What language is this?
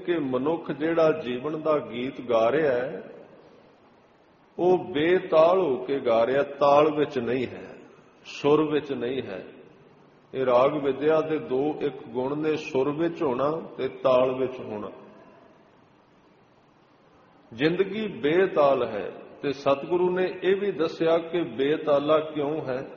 Punjabi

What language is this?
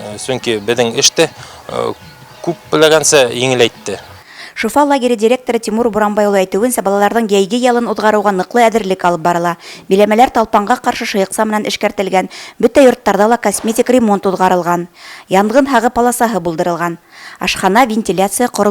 Bashkir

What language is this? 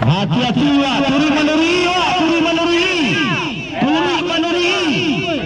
Minangkabau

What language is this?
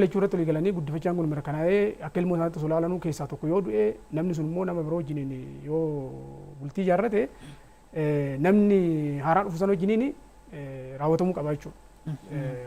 Oromo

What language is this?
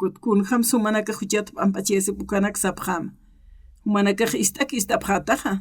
Aymara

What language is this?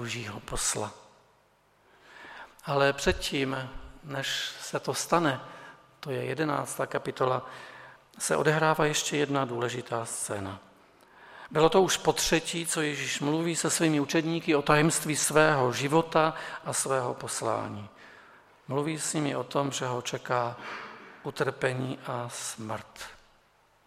Czech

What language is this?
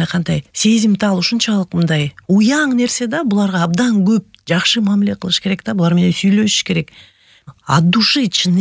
Kyrgyz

